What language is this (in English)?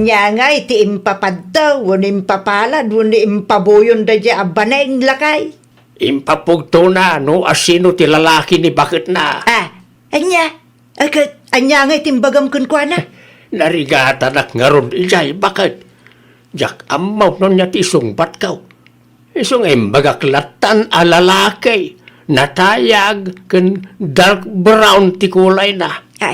Iloko